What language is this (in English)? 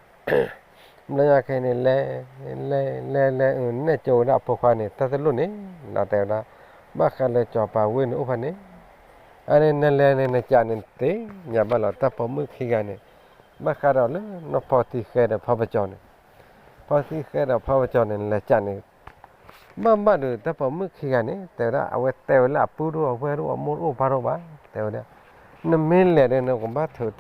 S'gaw Karen